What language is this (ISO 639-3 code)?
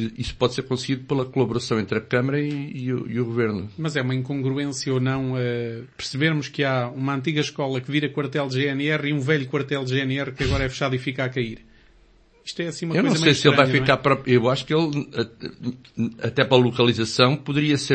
por